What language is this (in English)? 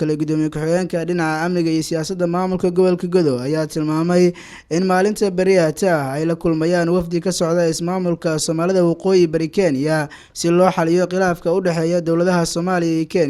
Somali